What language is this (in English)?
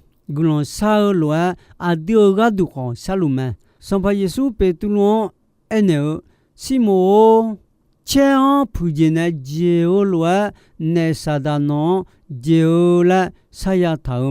Akha